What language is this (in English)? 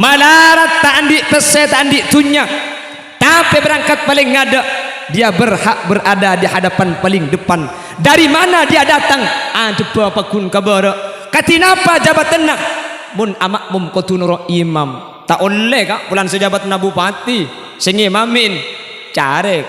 Madurese